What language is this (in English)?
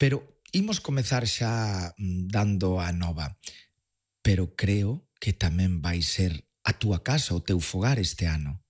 Galician